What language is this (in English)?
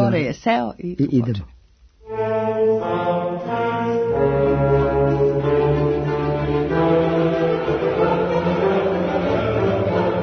Serbian